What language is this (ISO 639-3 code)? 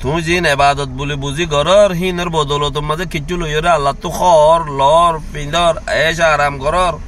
rhg